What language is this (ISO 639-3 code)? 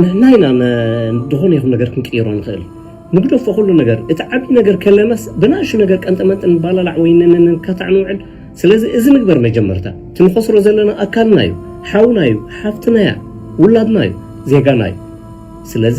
tir